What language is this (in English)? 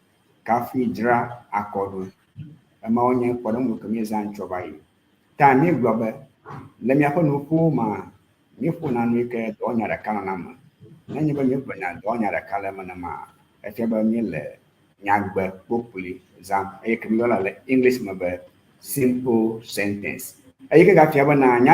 Ewe